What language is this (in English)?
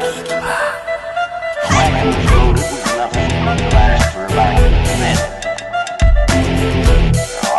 Filipino